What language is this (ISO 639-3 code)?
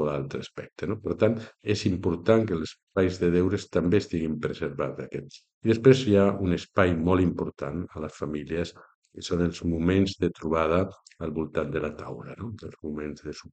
cat